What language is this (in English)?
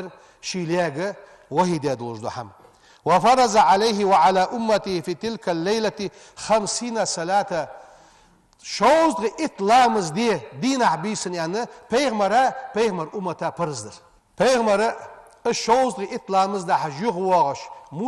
Ingush